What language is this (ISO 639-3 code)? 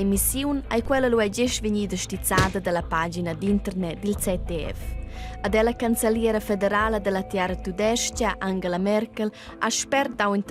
roh